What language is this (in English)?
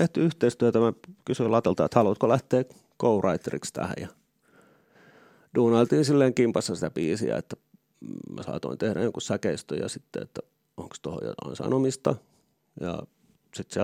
Finnish